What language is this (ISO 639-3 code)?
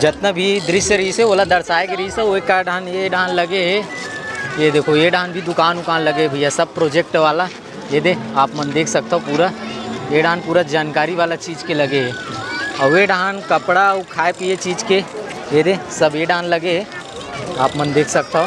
hne